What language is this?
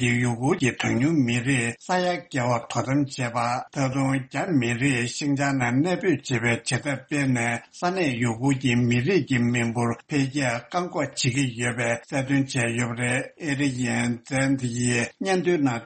Tibetan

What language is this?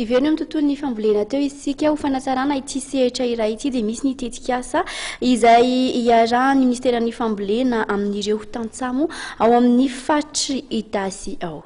Malagasy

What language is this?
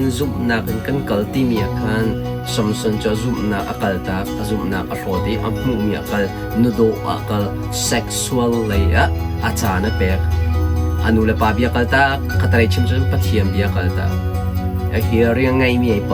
Hakha Chin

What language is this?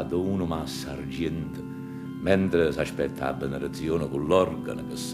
Neapolitan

